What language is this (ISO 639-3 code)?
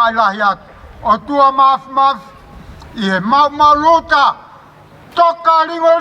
ton